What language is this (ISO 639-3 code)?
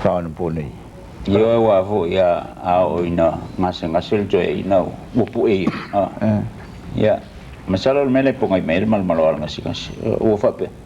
smo